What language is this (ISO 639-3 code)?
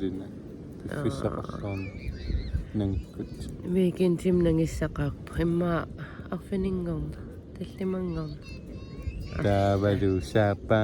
kal